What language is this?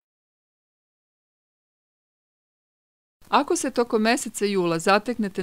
Serbian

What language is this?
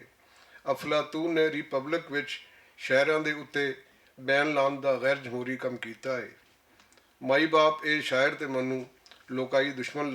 Western Panjabi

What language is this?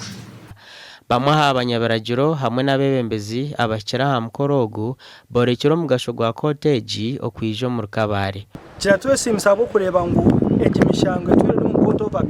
Nyankole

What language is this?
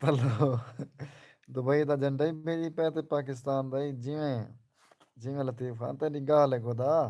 Saraiki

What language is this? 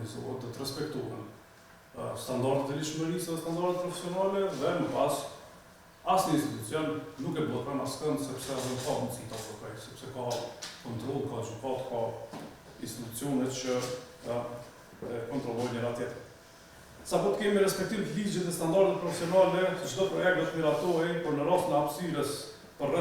Albanian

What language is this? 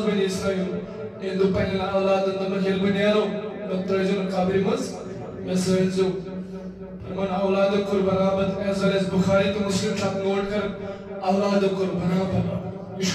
Kashmiri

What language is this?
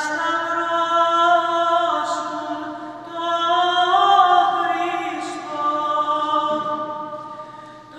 Greek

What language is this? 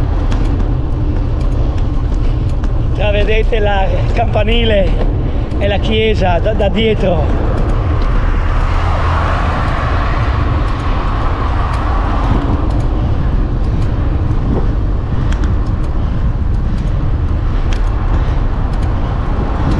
Italian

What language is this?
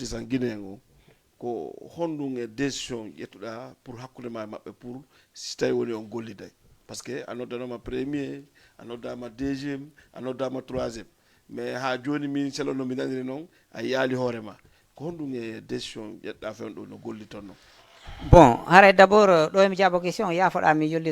Fula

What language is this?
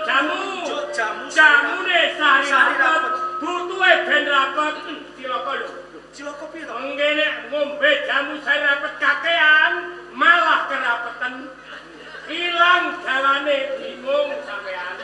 Javanese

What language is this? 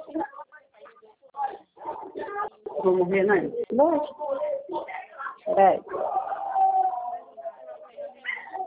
Portuguese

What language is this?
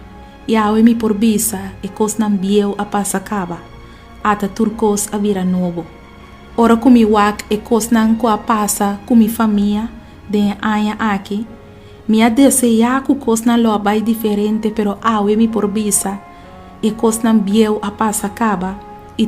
Papiamento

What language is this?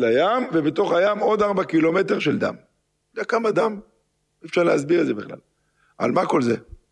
Hebrew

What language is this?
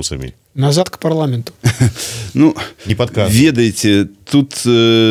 Belarusian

